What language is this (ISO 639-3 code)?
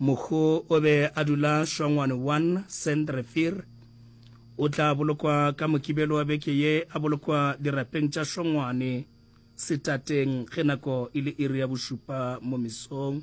nso